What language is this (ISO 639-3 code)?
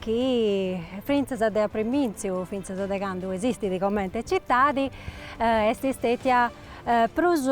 srd